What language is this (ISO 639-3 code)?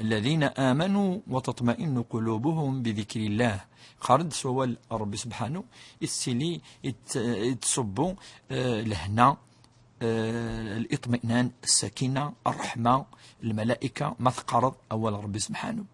kab